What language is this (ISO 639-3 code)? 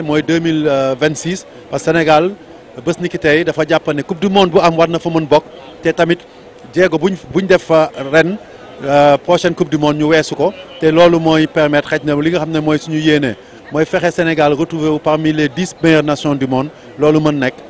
wol